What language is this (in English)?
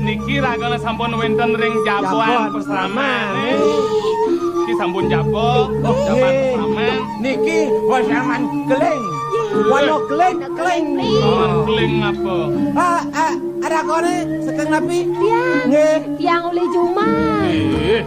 Balinese